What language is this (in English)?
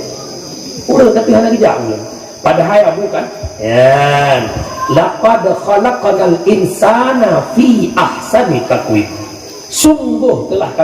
Achinese